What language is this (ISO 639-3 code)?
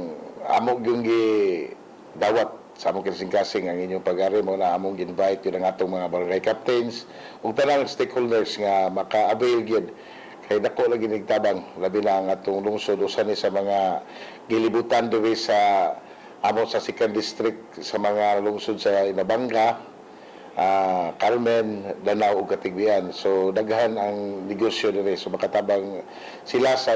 ceb